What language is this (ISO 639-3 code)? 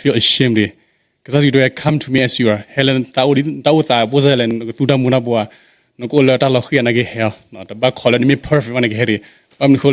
ksw